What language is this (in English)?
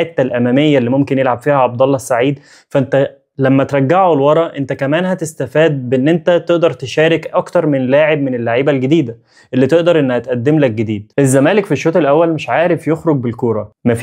Egyptian Arabic